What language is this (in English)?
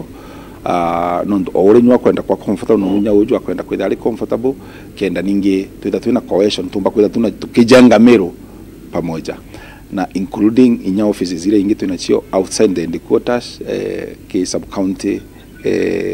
Meru